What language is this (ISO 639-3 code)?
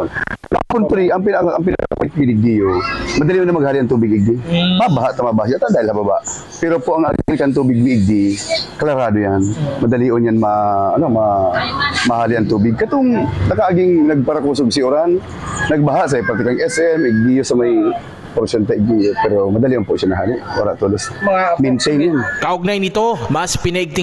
bik